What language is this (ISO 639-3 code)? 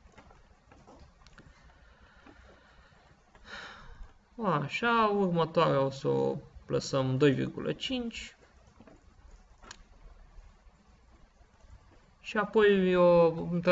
ron